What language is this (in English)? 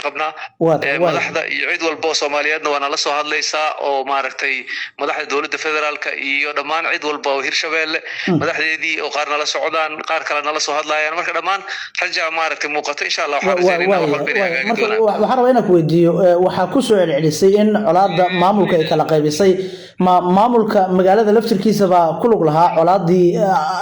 Somali